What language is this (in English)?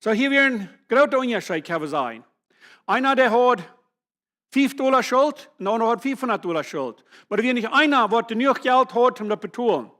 Plautdietsch